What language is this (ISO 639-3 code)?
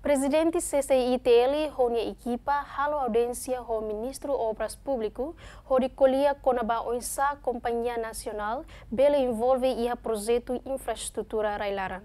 tet